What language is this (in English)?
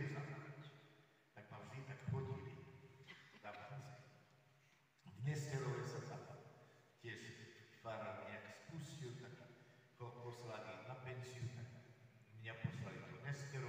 Slovak